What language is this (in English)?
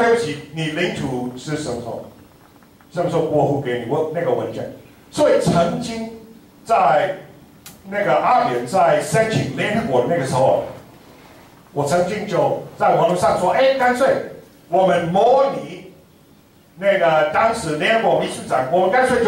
Chinese